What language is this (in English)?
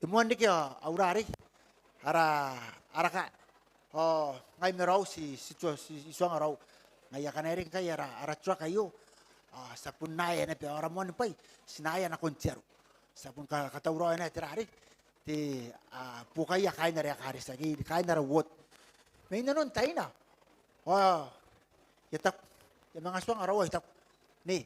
Gilbertese